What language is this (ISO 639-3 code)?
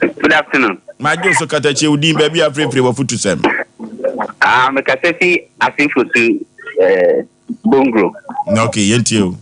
aka